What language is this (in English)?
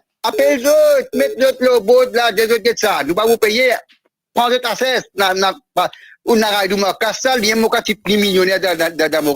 Morisyen